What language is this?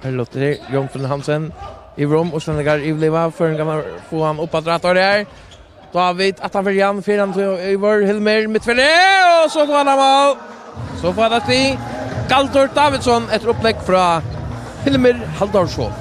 Faroese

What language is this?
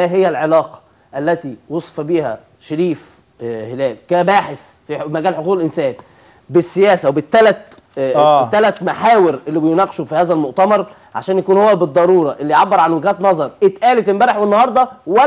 Egyptian Arabic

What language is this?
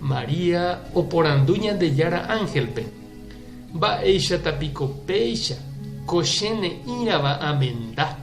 Guarani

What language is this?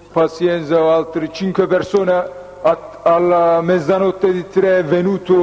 Italian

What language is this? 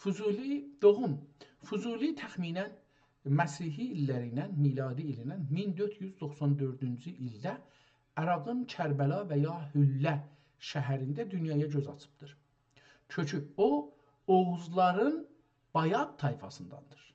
South Azerbaijani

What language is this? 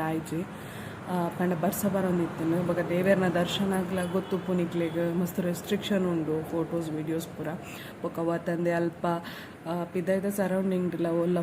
Tulu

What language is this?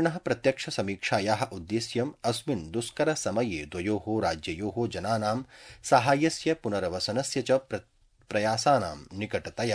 Sanskrit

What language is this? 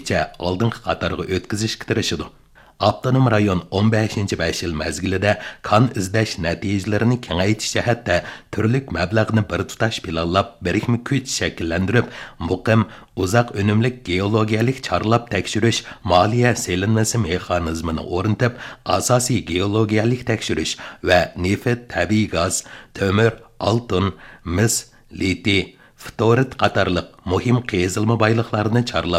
Uyghur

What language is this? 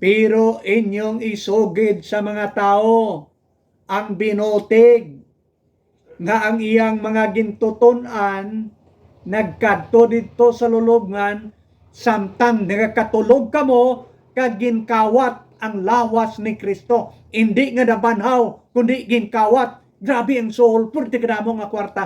Hiligaynon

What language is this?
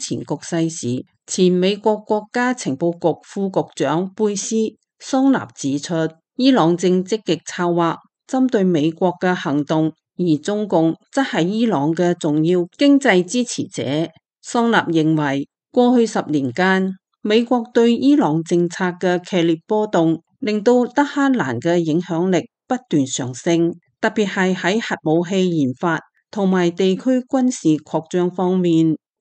Cantonese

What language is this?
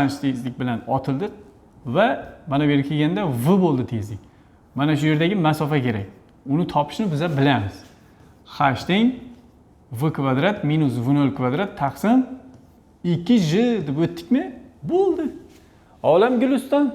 Uzbek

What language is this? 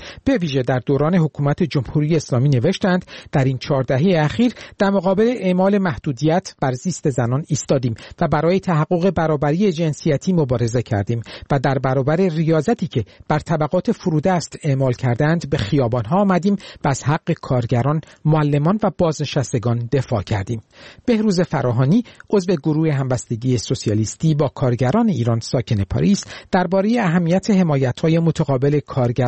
Persian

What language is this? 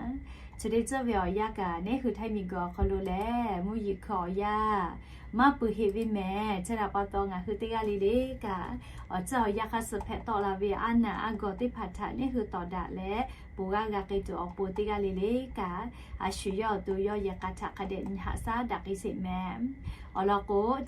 Lahu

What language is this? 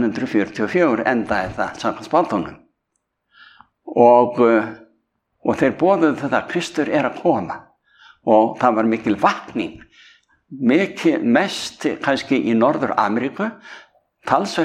Icelandic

